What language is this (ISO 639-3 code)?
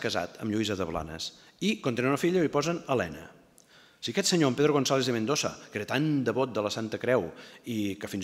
cat